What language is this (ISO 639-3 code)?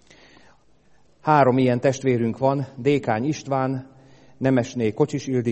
hun